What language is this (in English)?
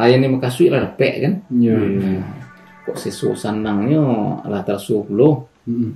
Minangkabau